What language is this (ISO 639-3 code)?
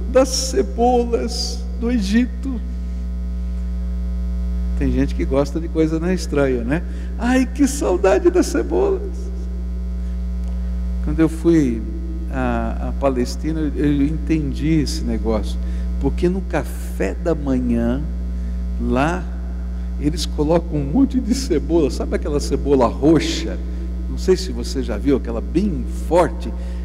por